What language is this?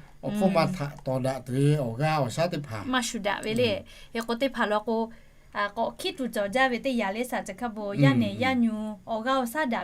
Lahu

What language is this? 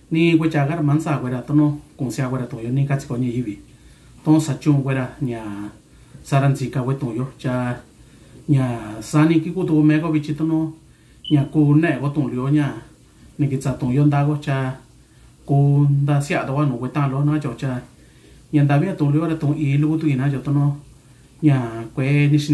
Mixtepec Mixtec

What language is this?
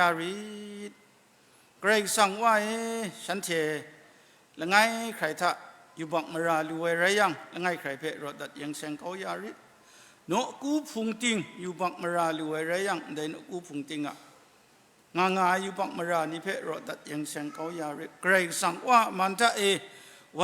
Kachin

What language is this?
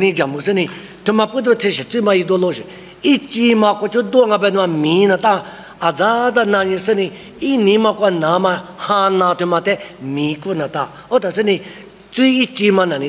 Lisu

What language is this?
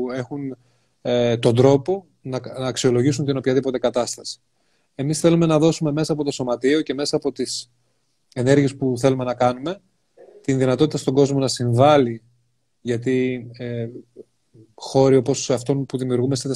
Greek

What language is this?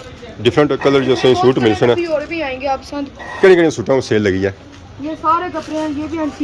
Pahari-Potwari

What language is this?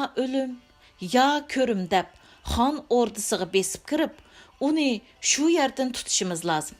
Uyghur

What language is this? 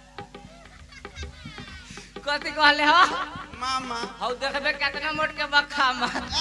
Bhojpuri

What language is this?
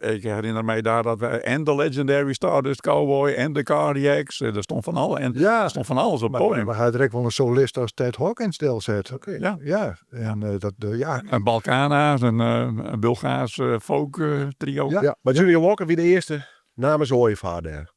Western Frisian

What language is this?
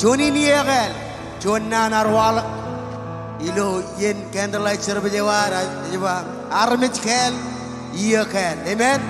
Marshallese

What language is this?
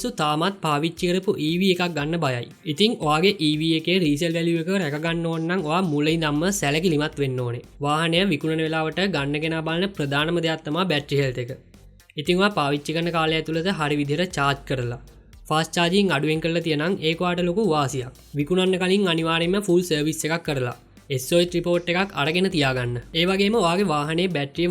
Sinhala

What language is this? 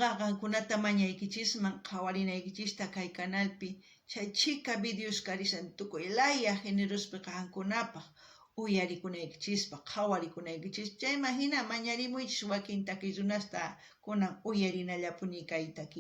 South Bolivian Quechua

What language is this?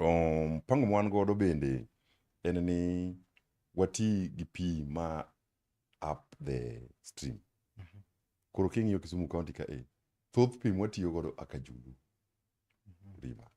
Luo (Kenya and Tanzania)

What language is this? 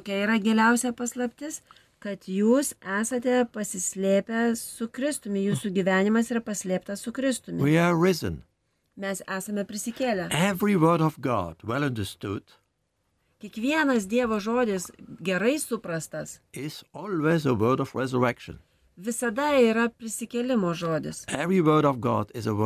Lithuanian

